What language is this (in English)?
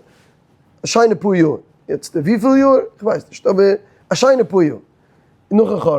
Yiddish